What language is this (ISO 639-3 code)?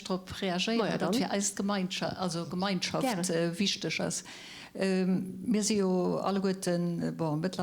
ltz